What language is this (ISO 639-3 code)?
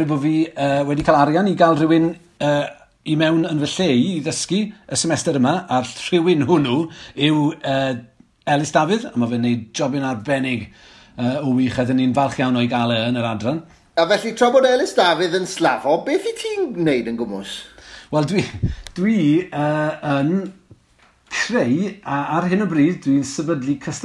cym